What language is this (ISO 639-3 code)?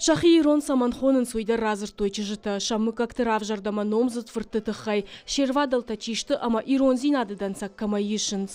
oss